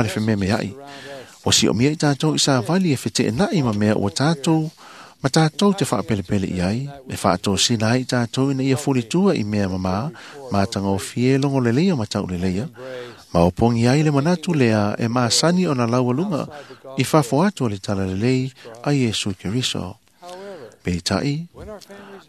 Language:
Samoan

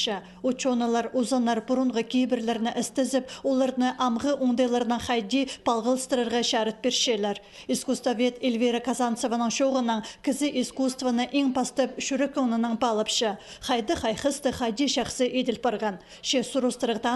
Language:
Khakas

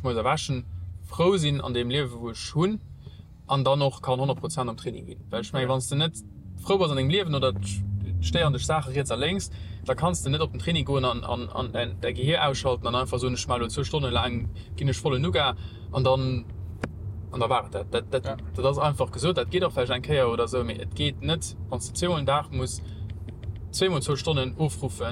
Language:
Luxembourgish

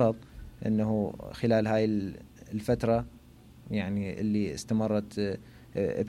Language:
Mesopotamian Arabic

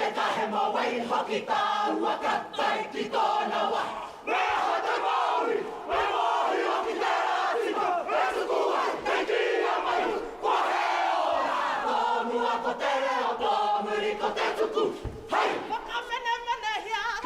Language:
Māori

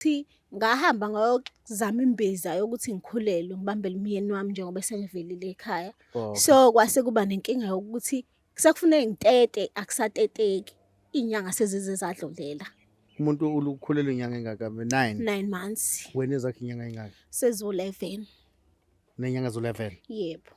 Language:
Zulu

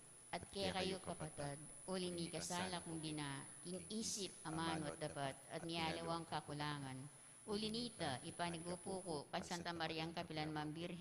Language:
Pampanga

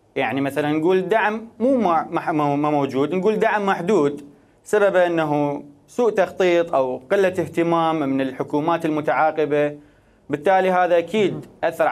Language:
Mesopotamian Arabic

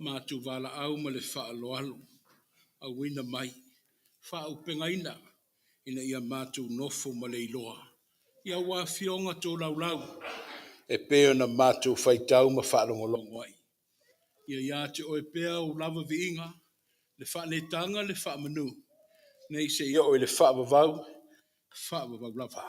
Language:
Samoan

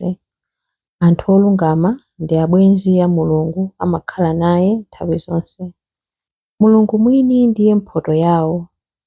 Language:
Nyanja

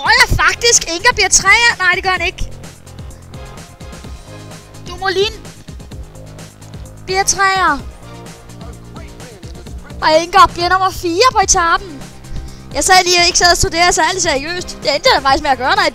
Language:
Danish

